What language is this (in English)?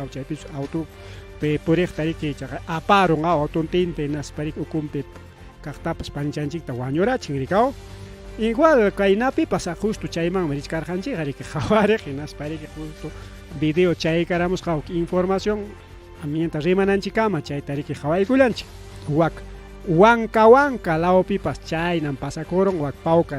Ayacucho Quechua